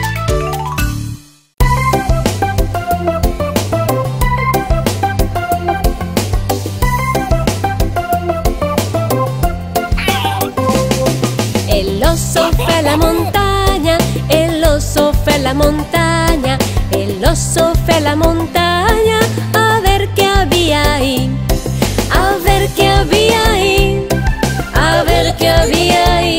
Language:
Spanish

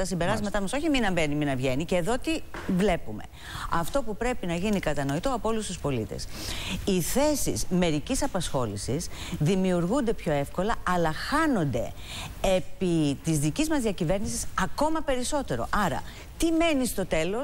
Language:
Greek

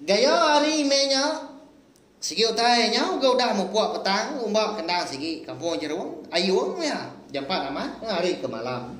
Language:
Iban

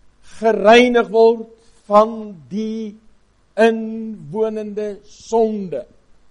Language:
Afrikaans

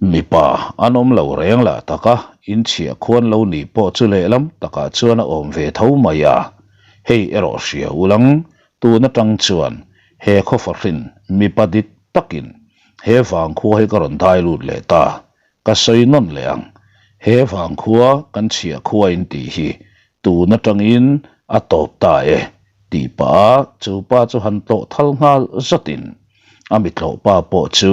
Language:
Mizo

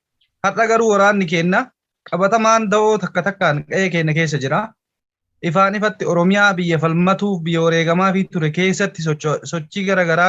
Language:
Oromo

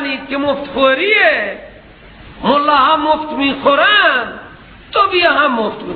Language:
Persian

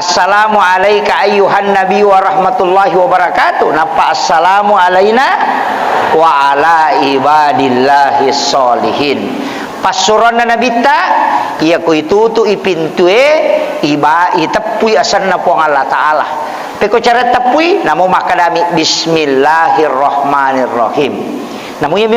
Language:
Buginese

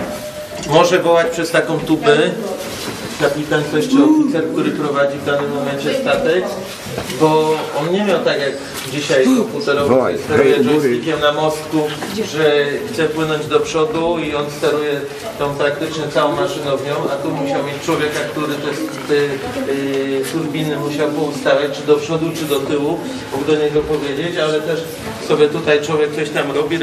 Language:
Polish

